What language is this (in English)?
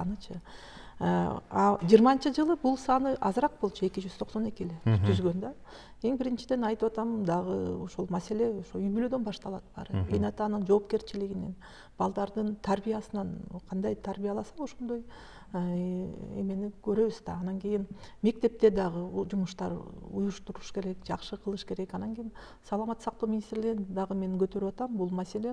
Kyrgyz